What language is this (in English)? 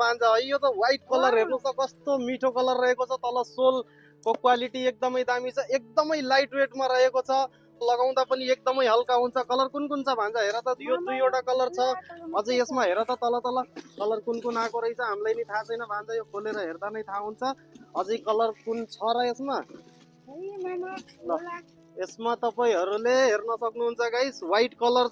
Nepali